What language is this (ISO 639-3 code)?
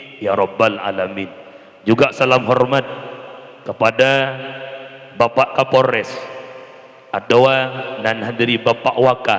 ace